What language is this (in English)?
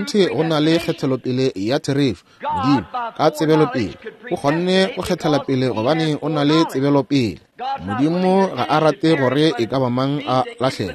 Northern Sotho